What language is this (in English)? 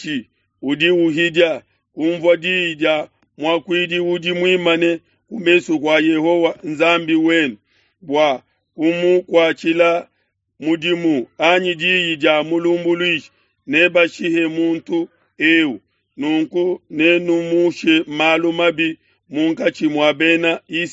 Luba-Lulua